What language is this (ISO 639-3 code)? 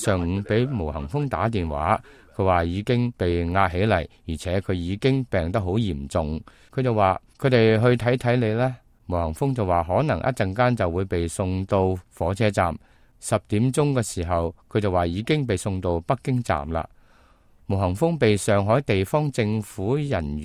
yue